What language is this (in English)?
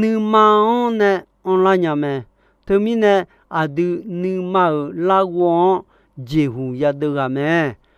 Akha